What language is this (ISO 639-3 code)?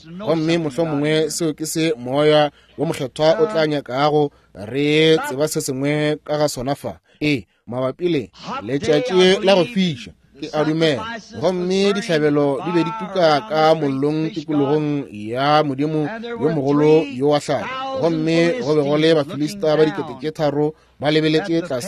nso